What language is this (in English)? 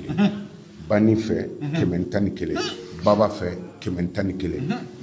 Bambara